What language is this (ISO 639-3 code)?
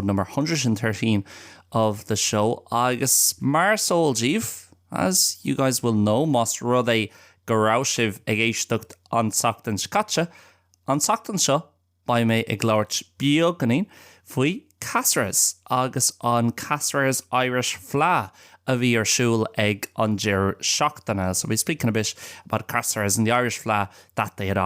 gle